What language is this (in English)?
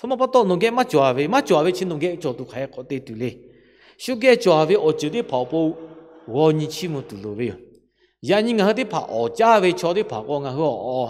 Lahu